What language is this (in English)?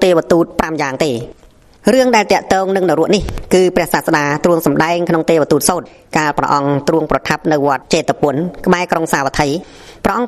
Khmer